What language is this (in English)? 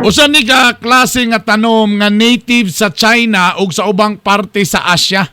Cebuano